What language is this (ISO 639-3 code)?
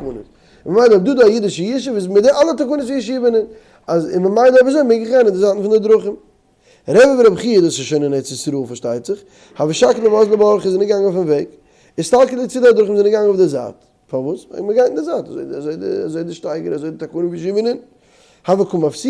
yid